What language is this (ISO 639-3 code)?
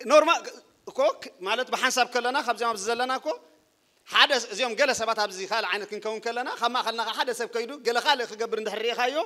tir